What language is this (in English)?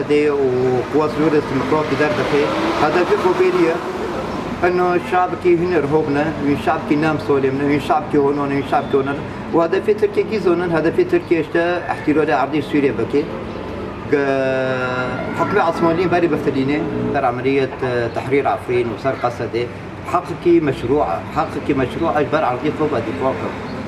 Kurdish